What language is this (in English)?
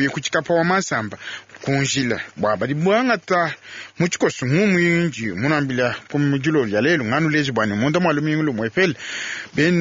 Luba-Lulua